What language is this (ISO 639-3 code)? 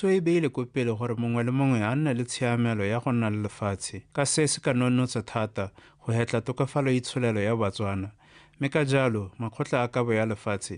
tsn